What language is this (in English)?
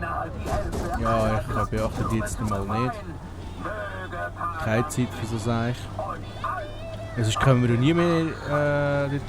Swiss German